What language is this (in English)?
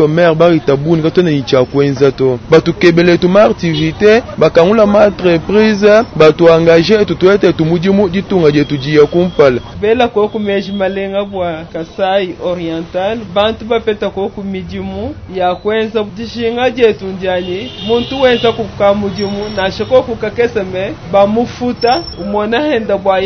Luba-Lulua